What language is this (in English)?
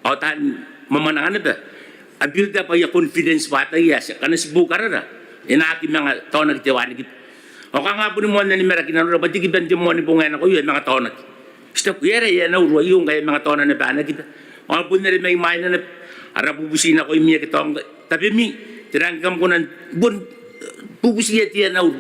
Gilbertese